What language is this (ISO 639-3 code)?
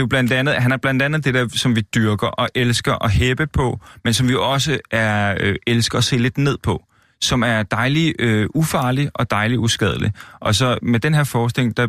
dan